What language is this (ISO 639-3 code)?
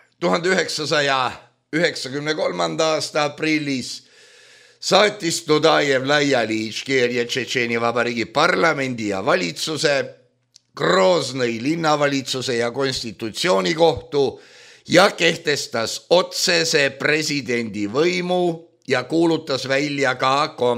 est